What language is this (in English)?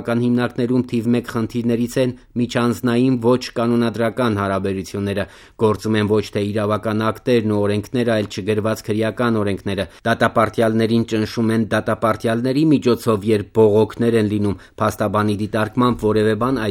Armenian